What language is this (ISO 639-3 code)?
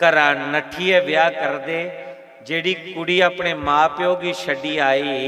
doi